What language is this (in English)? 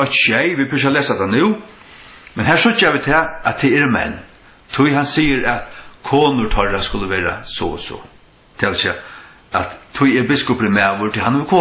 Faroese